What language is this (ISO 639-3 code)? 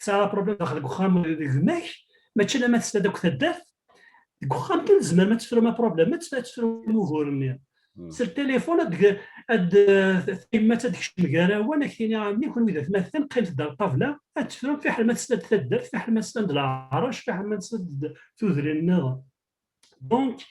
kab